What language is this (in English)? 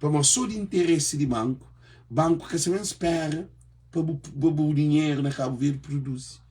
Kabuverdianu